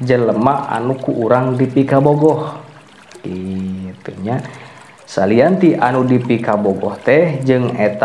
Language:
Sundanese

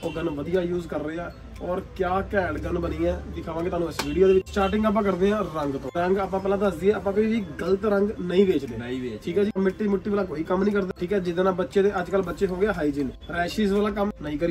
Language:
Punjabi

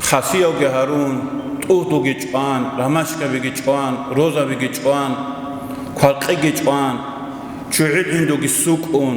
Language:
Avaric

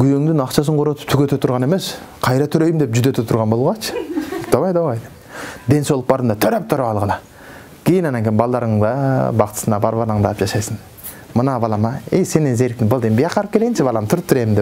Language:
Kyrgyz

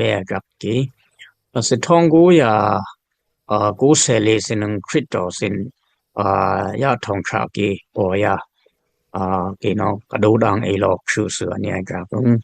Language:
Dimasa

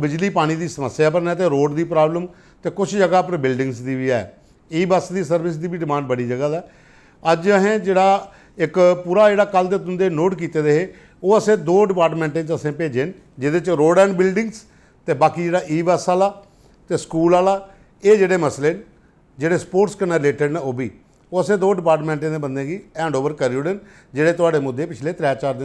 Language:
Dogri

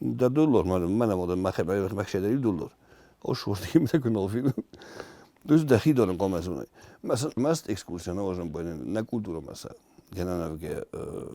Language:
Ossetic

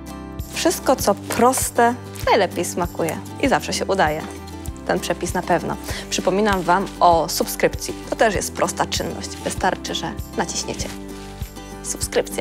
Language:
Polish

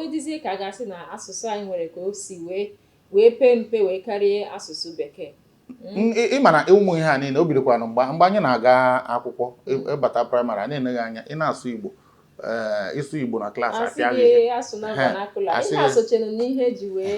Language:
Igbo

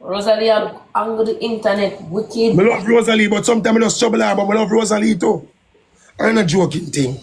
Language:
Jamaican Creole English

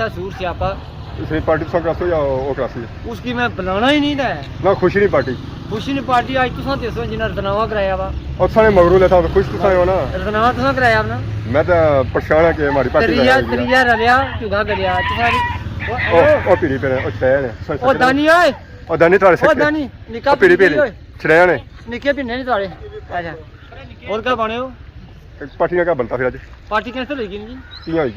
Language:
Pahari-Potwari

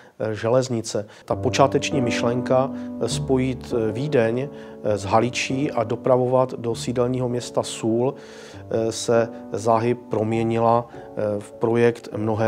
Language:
Czech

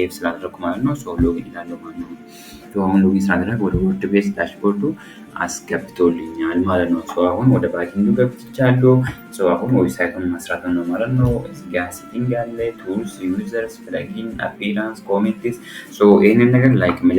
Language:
Amharic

